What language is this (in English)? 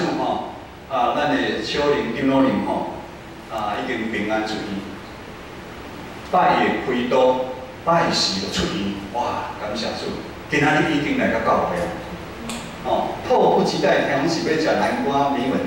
Min Nan Chinese